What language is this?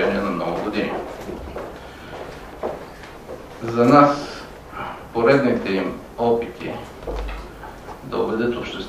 Bulgarian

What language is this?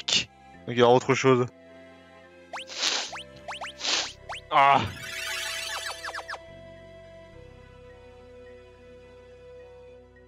French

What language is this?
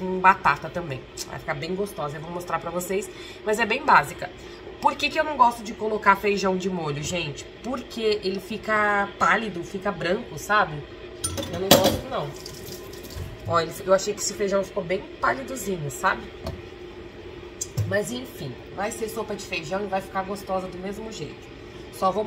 Portuguese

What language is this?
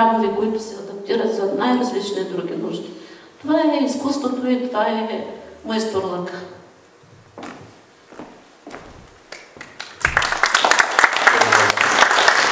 Bulgarian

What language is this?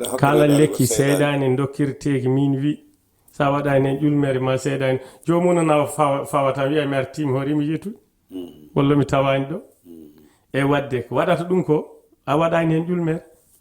Fula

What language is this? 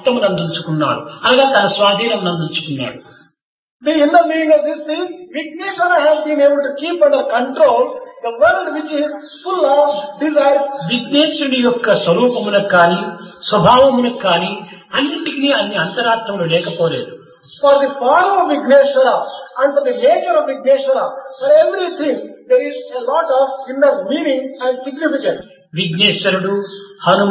Telugu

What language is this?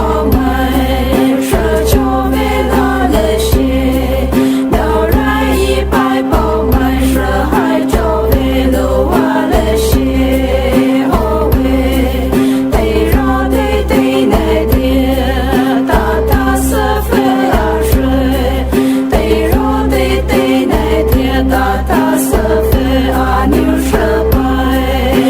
Poumei Naga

